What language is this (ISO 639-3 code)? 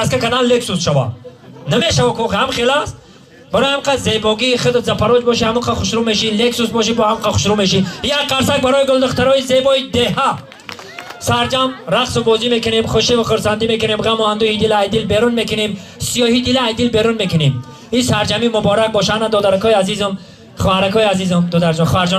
tgk